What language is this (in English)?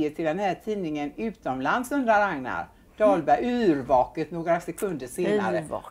Swedish